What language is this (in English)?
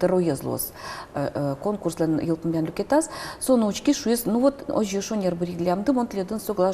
Udmurt